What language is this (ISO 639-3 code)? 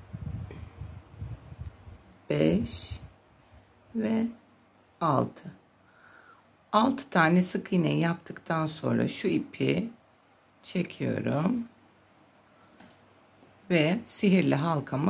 tur